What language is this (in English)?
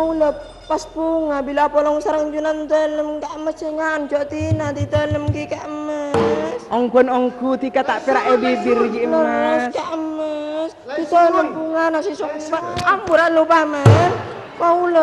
Madurese